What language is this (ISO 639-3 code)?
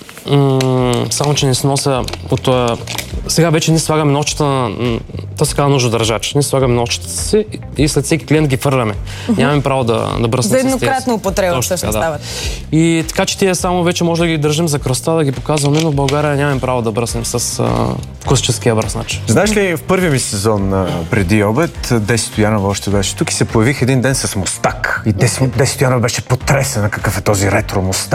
bul